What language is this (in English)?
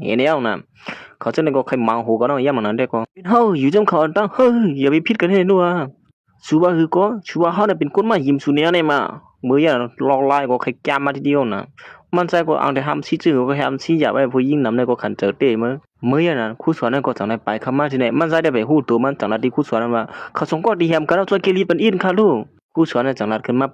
Shan